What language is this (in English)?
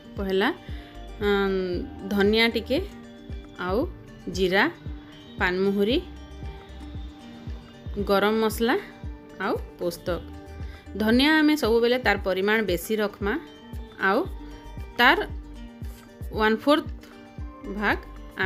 Sambalpuri